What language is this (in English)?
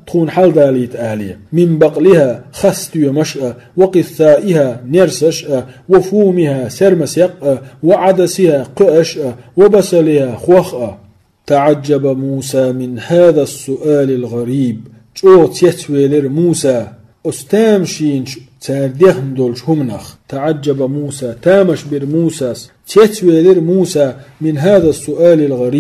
Chechen